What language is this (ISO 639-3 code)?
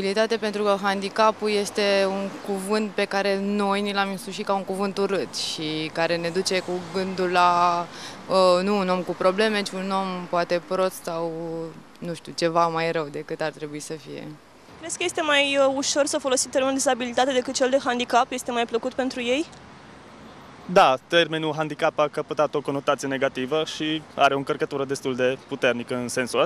ron